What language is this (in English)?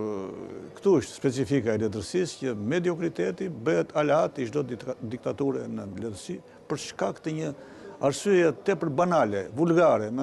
Albanian